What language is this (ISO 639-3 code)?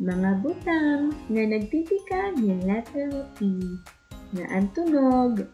war